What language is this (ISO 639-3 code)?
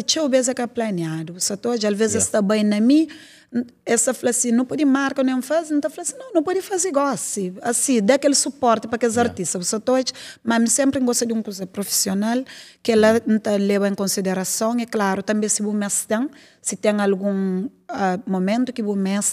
kea